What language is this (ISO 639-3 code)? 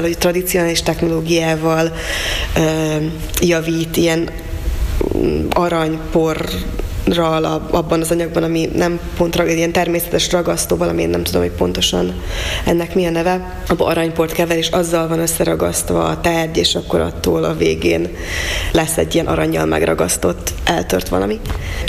hun